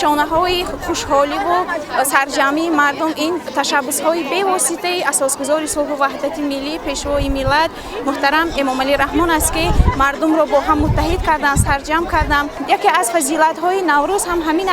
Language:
Tajik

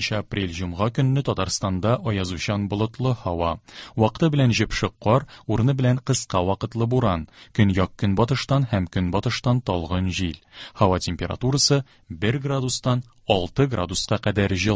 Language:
Tatar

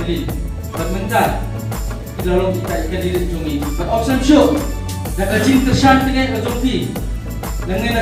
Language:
Khasi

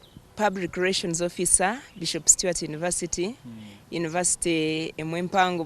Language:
Nyankole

